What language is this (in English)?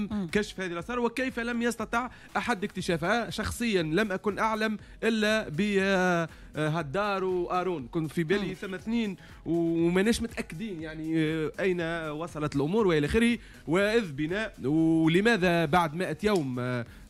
Tunisian Arabic